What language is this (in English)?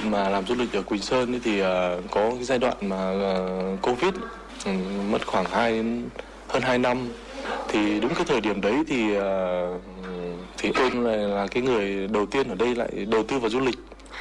Vietnamese